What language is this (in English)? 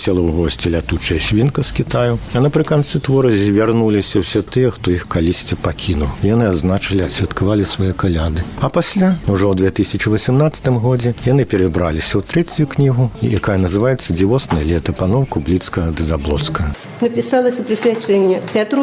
Belarusian